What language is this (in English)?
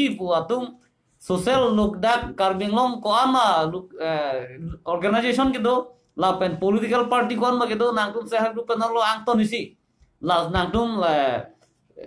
Karbi